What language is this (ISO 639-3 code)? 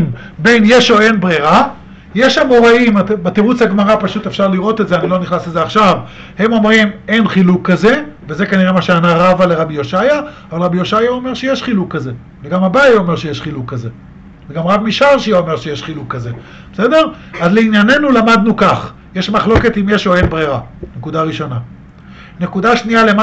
heb